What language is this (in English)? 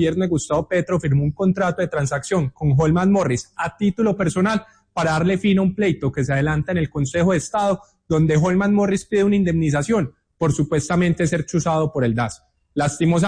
Spanish